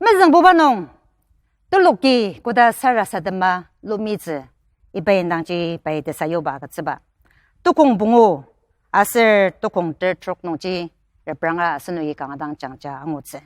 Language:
Ao Naga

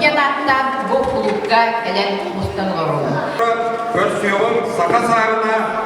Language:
Yakut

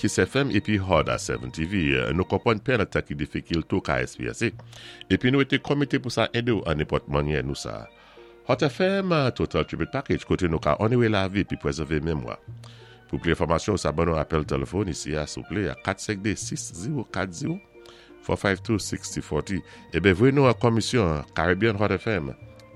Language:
Saint Lucian Creole French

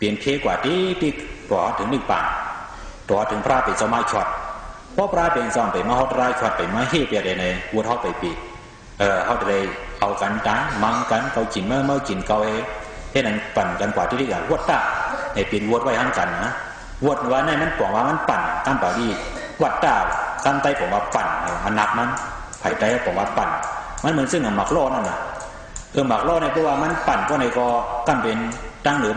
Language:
Shan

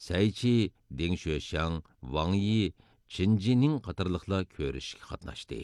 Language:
Uyghur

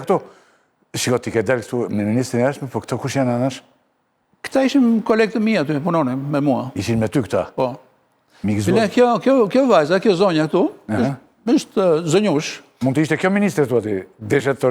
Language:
Albanian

